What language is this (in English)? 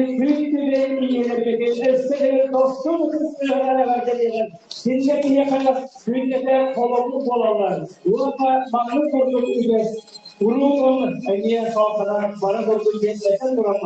Yakut